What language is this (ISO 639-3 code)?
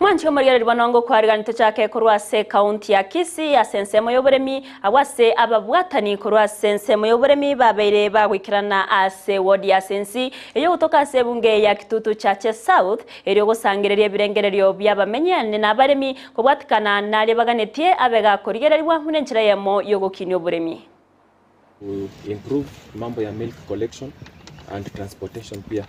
guz